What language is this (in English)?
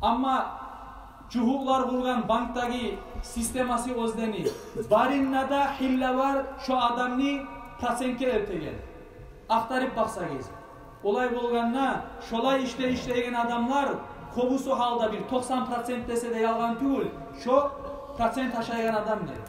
Kumyk